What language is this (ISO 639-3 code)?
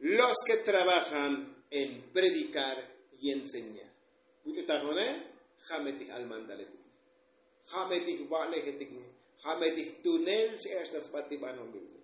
tzo